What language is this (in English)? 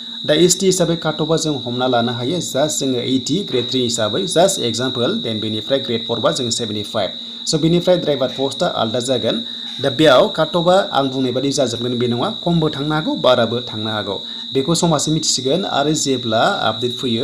Bodo